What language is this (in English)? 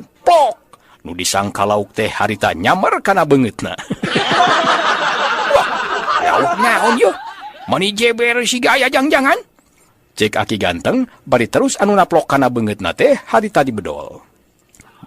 Sundanese